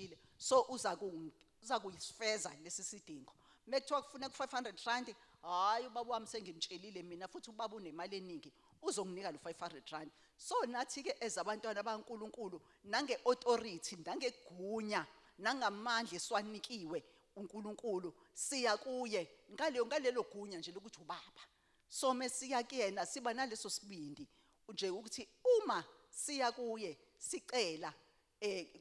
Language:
Zulu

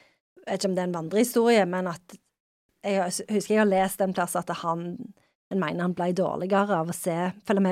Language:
Norwegian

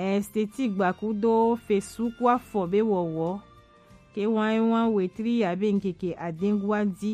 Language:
Gen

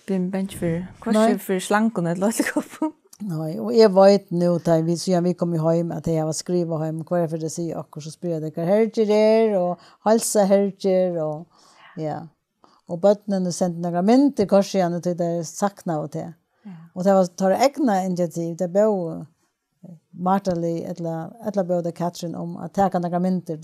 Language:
Faroese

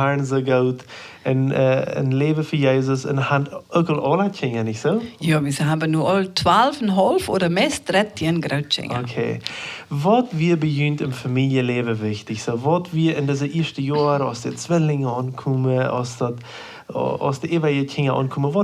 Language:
Plautdietsch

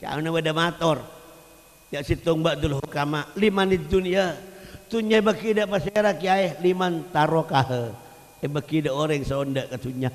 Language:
Madurese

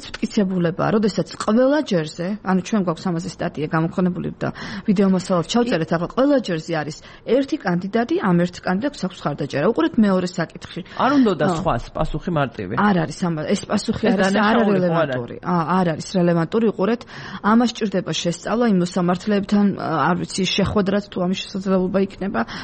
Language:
Georgian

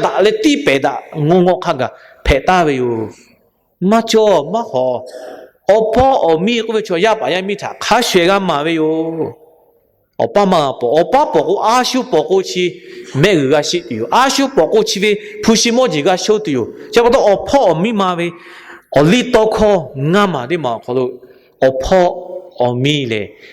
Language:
Lahu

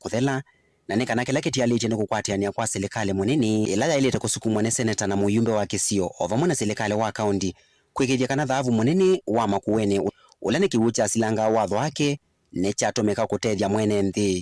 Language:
Kamba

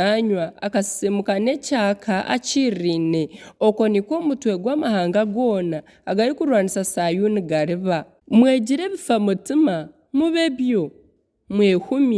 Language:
Nyankole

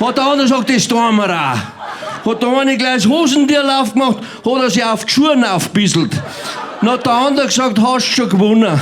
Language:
Bavarian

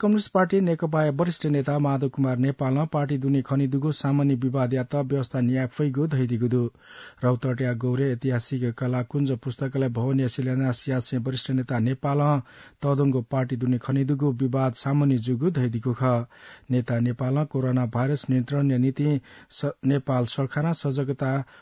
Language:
Newari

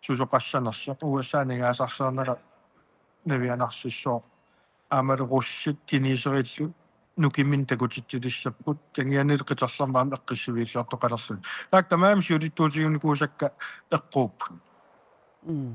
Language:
Kalaallisut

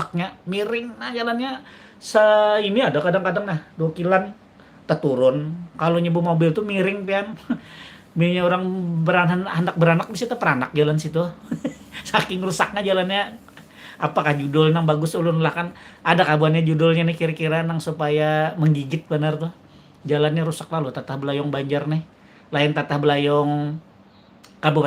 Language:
Banjar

